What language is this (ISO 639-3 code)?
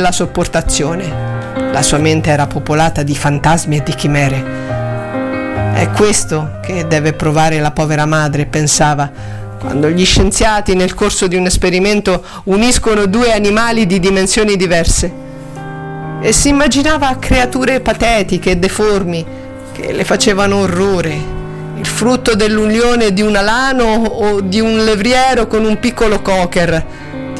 ita